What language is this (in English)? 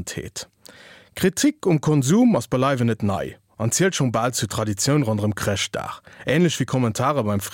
Luxembourgish